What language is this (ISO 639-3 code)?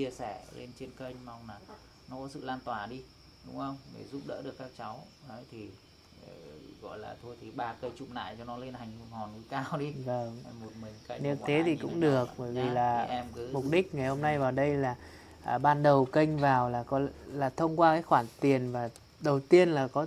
vie